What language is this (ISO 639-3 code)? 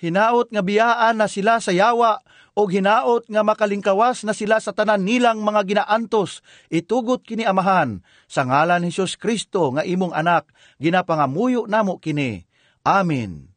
ceb